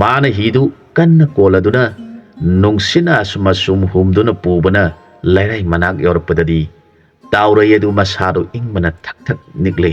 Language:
Manipuri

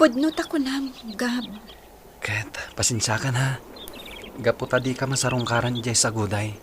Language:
Iloko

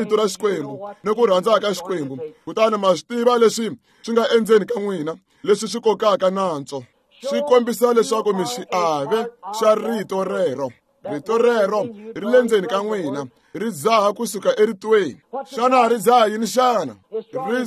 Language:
Tsonga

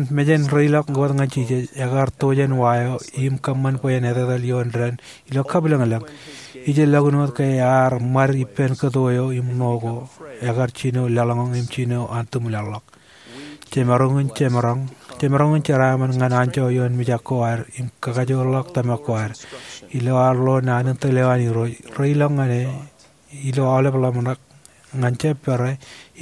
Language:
Marshallese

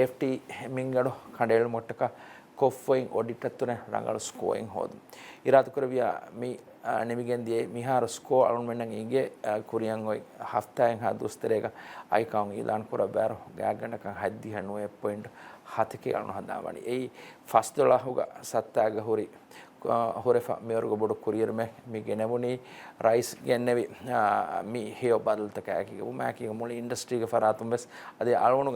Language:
Divehi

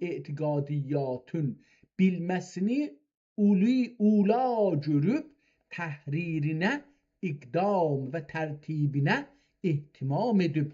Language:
South Azerbaijani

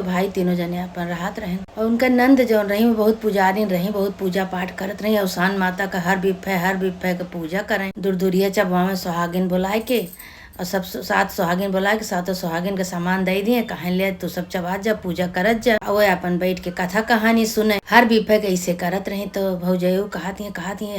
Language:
Awadhi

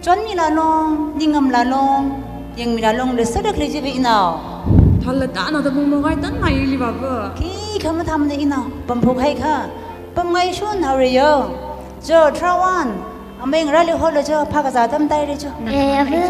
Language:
Tangkhul Naga (India)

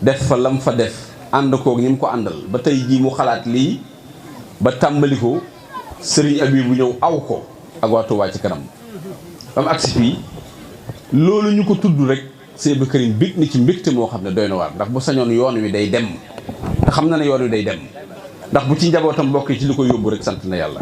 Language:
Wolof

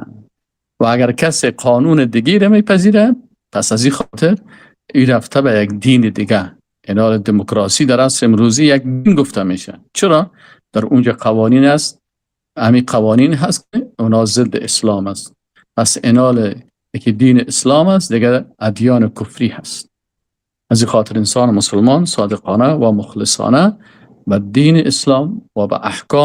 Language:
Persian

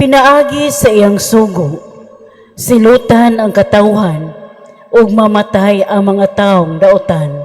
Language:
Cebuano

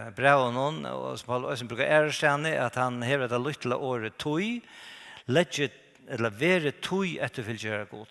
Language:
Faroese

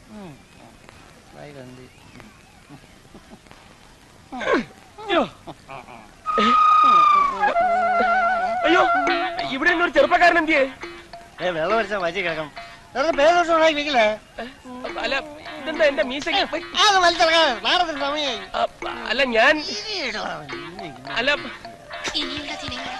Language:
Malayalam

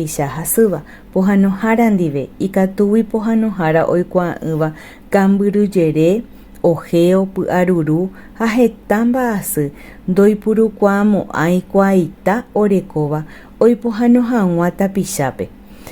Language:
Guarani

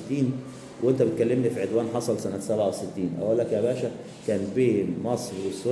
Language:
Egyptian Arabic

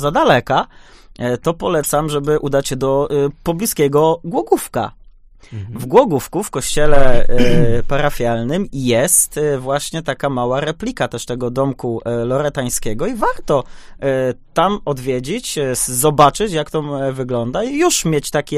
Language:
Polish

